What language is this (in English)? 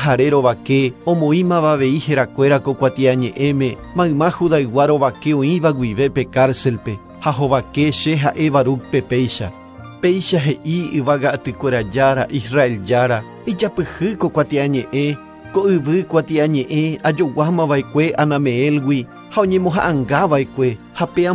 Guarani